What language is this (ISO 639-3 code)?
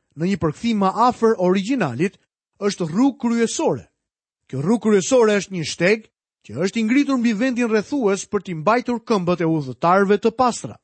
sqi